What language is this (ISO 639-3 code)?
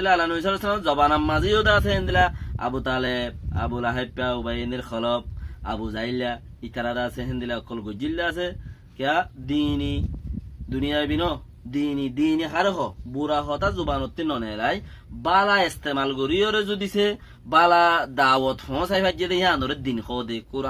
rhg